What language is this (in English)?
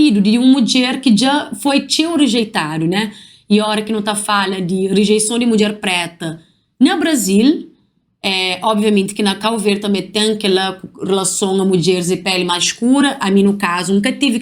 Kabuverdianu